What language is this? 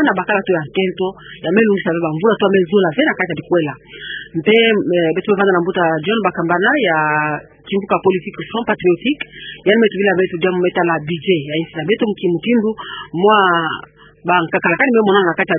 Kituba (Democratic Republic of Congo)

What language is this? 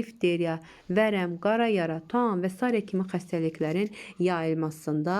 Azerbaijani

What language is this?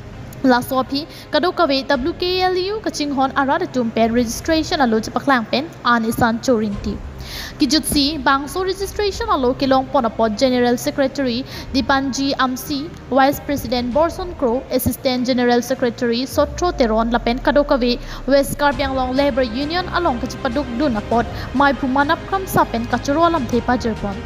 Karbi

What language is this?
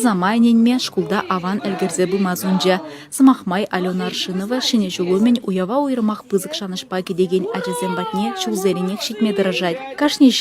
Chuvash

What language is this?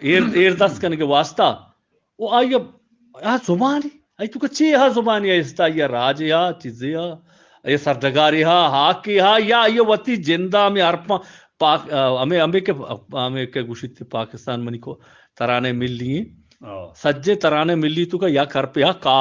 Eastern Balochi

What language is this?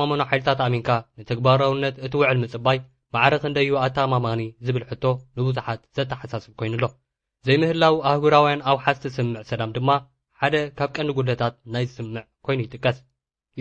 Tigrinya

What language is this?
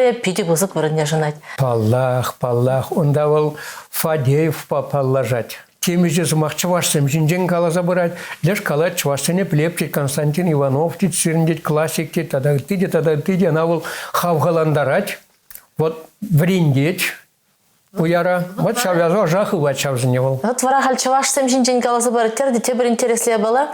Chuvash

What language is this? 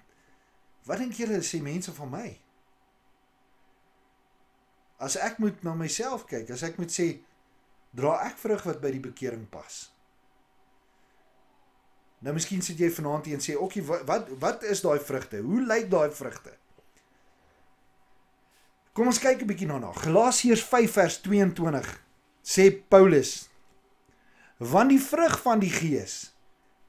Afrikaans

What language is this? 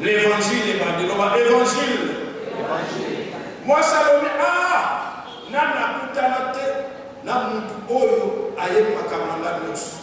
Lingala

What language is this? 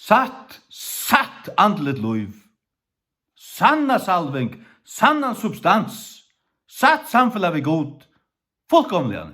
Faroese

